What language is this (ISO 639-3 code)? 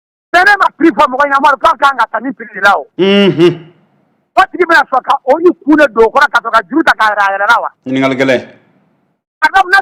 bam